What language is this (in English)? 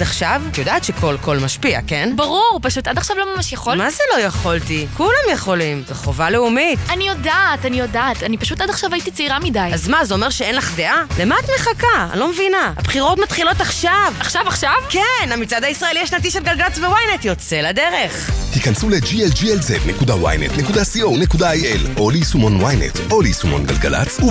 Hebrew